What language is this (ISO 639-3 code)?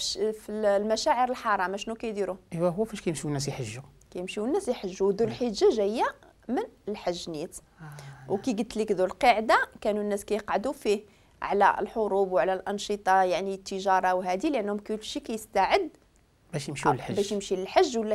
ary